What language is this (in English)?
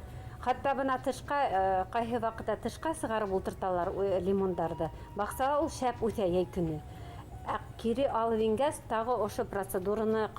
Bashkir